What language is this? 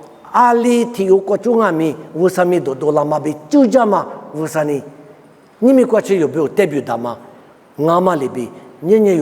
Lisu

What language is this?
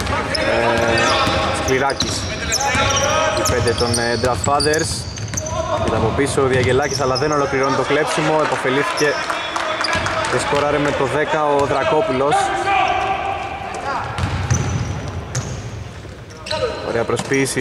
Greek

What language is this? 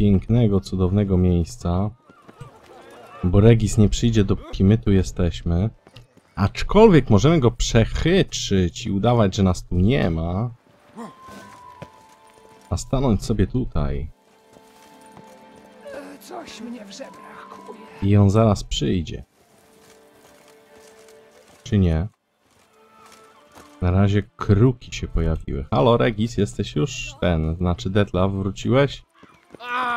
Polish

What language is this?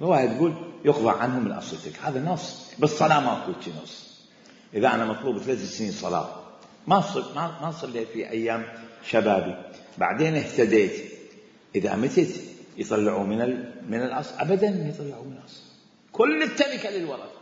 Mesopotamian Arabic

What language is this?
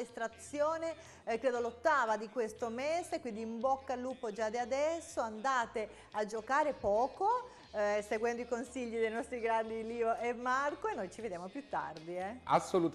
Italian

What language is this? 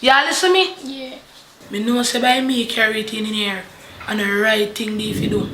Jamaican Creole English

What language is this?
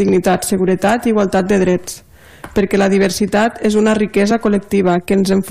Catalan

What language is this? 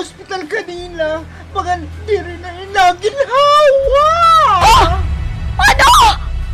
Waray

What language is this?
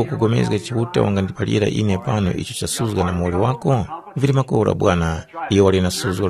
Tumbuka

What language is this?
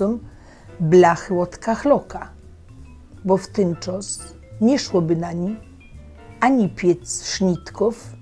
Silesian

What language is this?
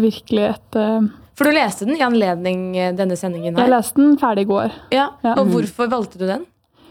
Norwegian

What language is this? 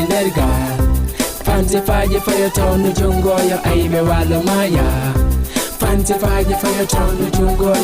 Fula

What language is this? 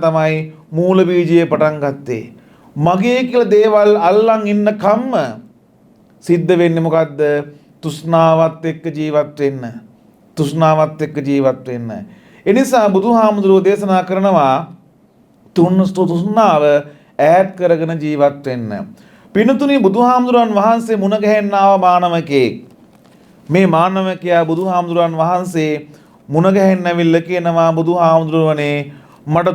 Sinhala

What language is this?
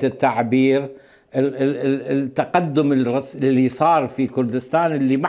Mesopotamian Arabic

